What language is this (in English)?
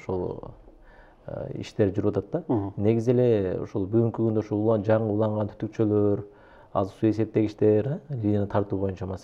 Kyrgyz